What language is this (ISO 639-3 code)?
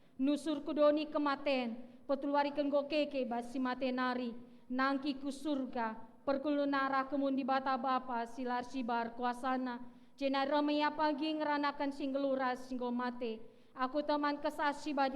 btx